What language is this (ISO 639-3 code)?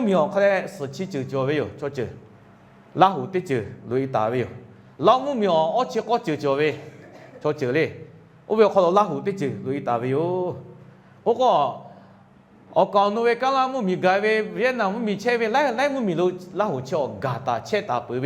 lhu